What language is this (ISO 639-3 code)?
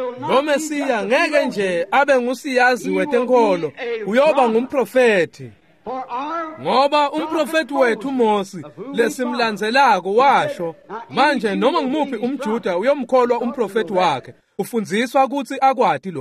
ssw